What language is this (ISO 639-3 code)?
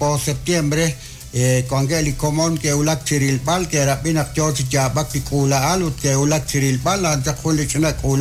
kek